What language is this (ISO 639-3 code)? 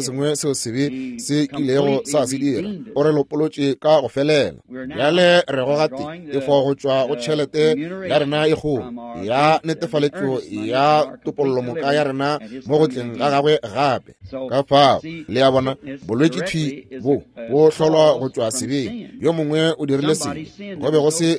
nso